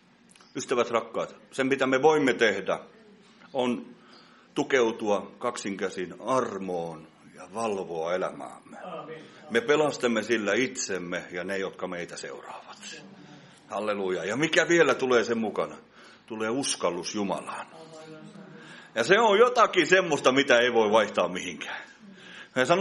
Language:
Finnish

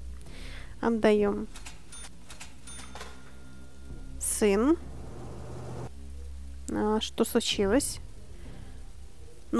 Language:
Russian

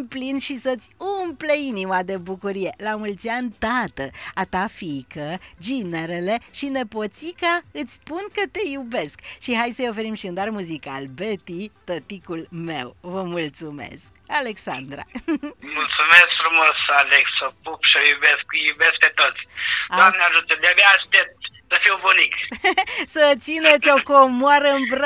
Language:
Romanian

